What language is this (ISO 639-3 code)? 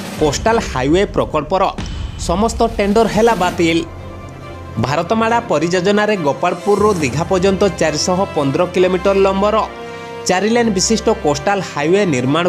ori